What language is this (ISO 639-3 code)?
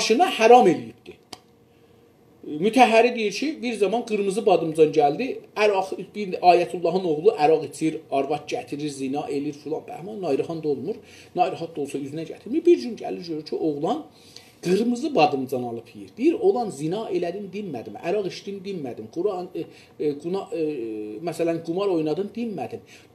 azb